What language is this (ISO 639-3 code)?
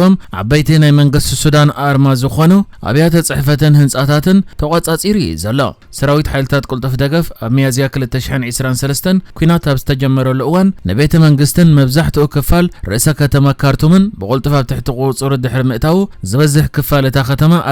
tir